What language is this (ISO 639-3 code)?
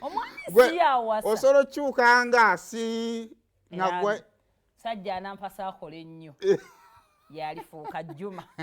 lug